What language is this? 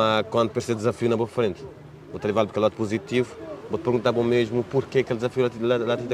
Kabuverdianu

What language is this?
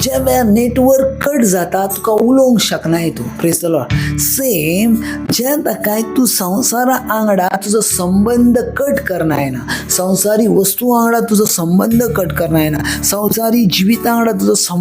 Konkani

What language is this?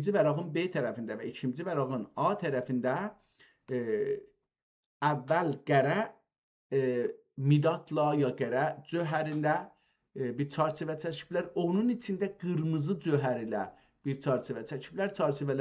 South Azerbaijani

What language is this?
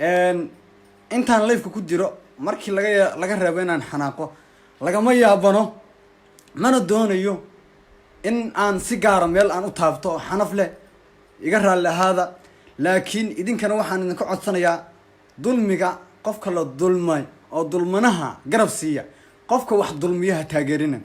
Somali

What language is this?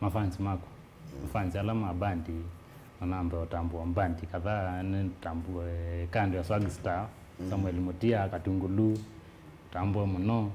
Kamba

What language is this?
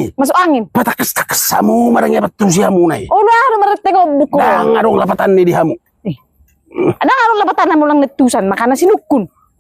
Batak Toba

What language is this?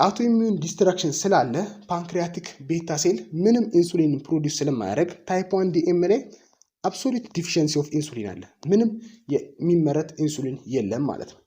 Amharic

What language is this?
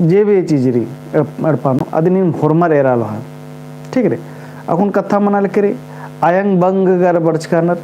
Kurukh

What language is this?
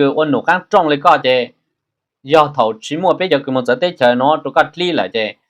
Hmong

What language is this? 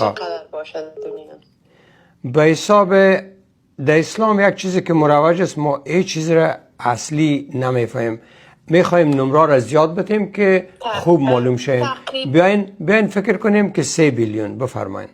Persian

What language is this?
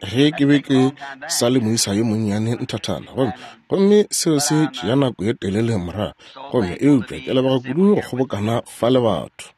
Northern Sotho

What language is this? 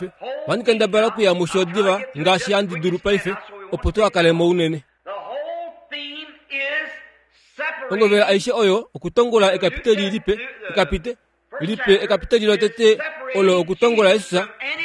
Kuanyama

